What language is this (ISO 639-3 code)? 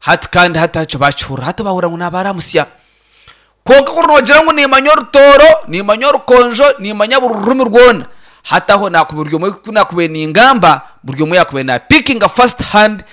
nyn